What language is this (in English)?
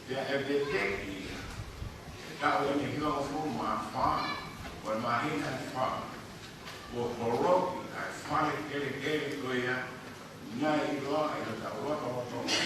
Tongan